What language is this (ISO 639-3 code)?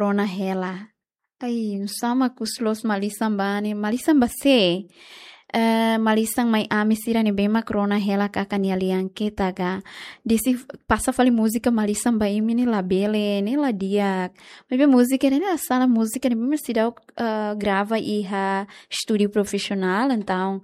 tet